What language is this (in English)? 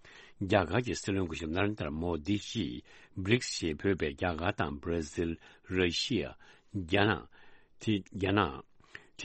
Tibetan